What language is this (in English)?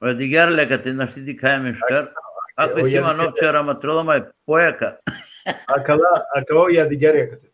Balkan Romani